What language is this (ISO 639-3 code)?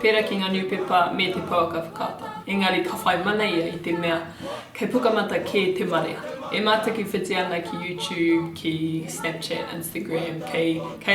mri